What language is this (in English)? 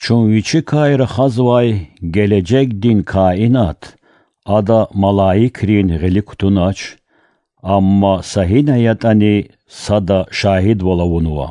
Lezghian